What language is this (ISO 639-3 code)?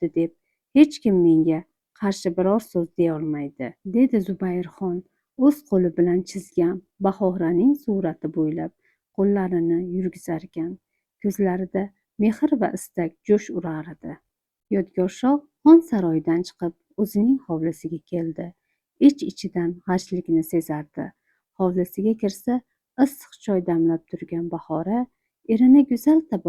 uzb